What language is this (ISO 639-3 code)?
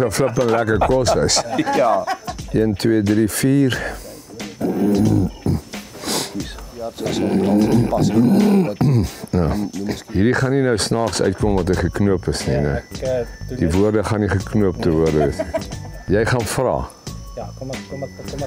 afr